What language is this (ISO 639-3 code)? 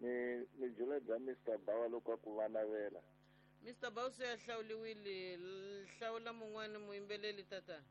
tso